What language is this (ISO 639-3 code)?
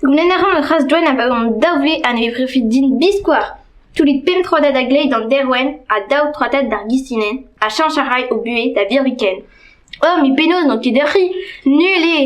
bre